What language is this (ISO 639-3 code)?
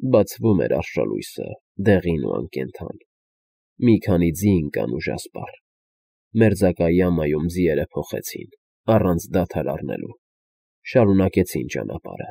hye